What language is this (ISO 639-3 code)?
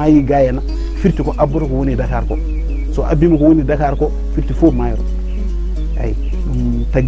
ful